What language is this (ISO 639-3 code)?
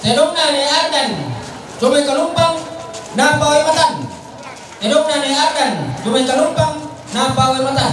sda